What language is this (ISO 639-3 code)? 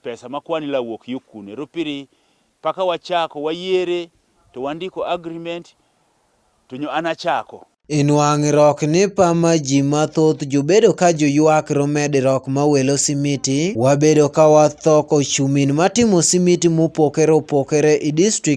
ach